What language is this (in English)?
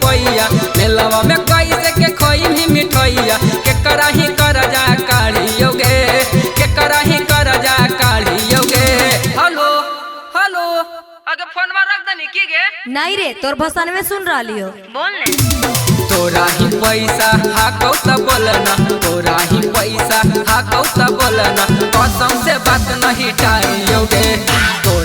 Magahi